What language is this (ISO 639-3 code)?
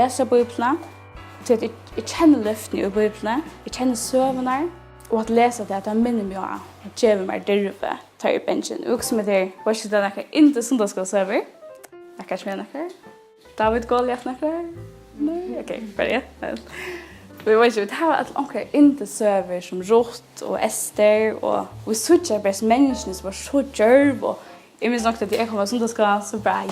fao